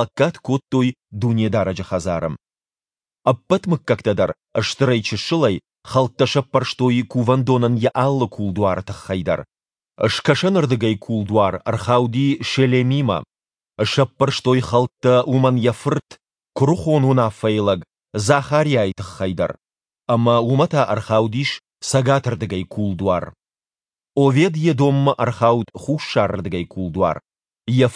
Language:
Ossetic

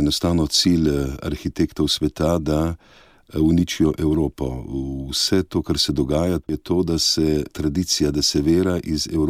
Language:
Slovenian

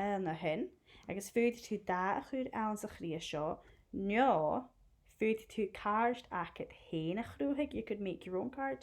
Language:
Scottish Gaelic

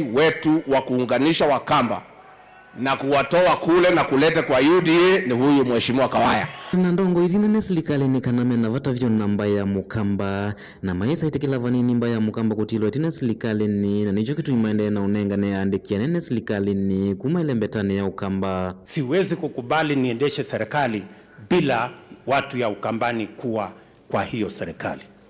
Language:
Kamba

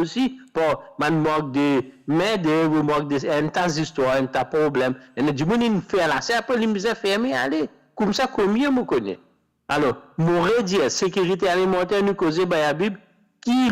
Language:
Morisyen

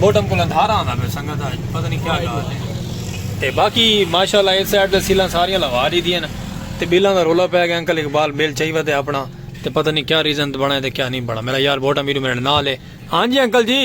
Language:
Saraiki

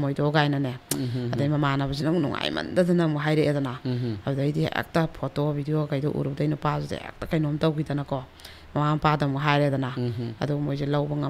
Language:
Manipuri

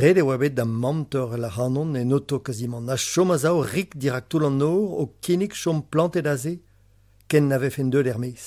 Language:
Breton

